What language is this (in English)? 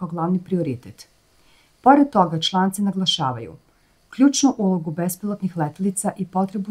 Serbian